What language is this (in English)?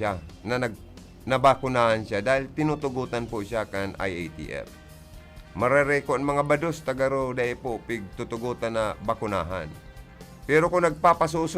Bikol